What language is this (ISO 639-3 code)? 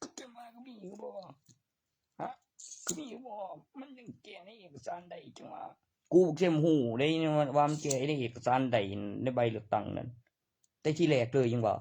tts